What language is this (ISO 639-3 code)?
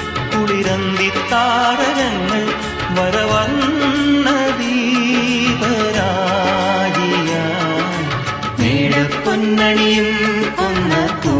mal